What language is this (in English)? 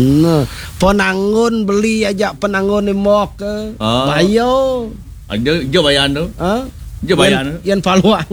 Balinese